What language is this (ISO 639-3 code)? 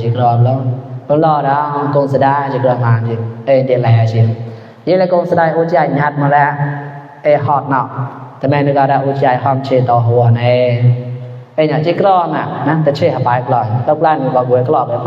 mnw